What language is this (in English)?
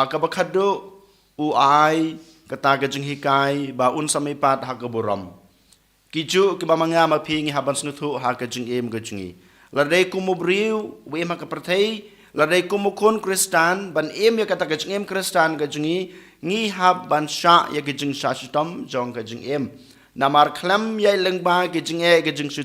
Khasi